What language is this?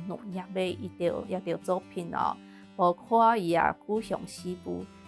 Hakka Chinese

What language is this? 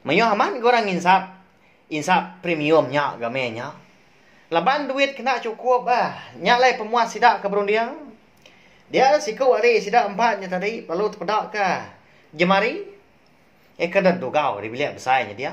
Iban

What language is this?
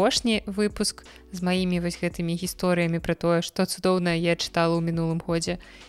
Belarusian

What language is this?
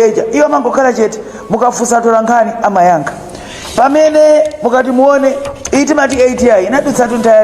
Nyanja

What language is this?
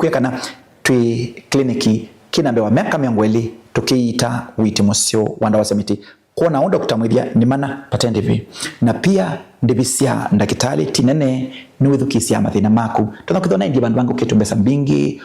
Kamba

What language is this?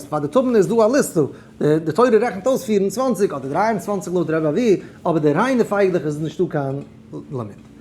Yiddish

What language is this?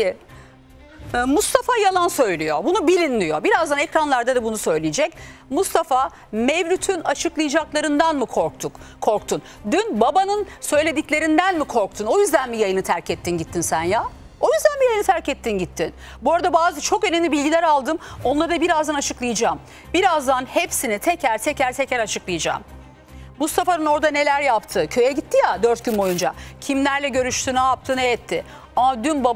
Turkish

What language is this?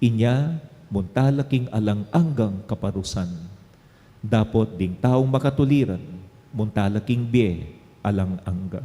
Pampanga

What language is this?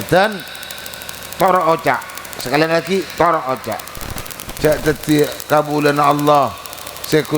Madurese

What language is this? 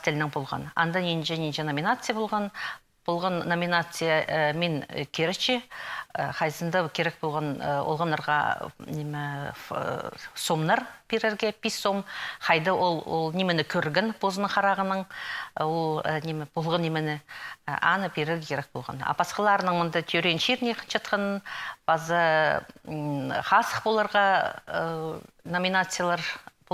Khakas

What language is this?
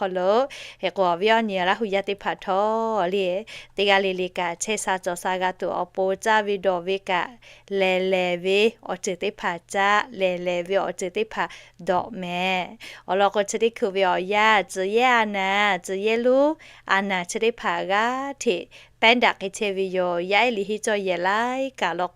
Lahu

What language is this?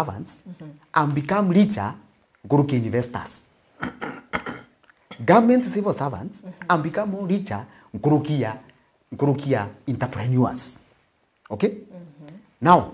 Meru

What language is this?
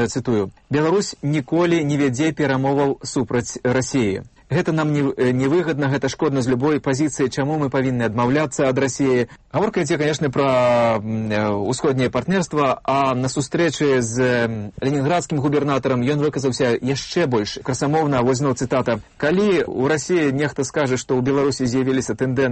Belarusian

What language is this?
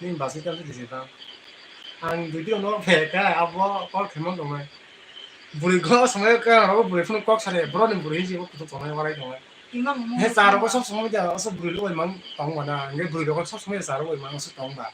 Kok Borok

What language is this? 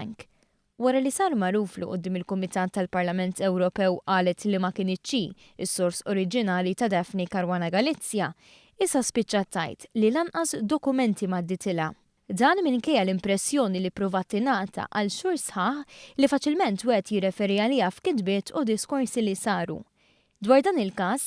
Maltese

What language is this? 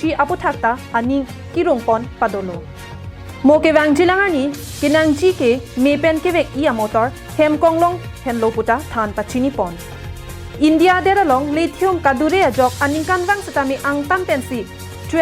Karbi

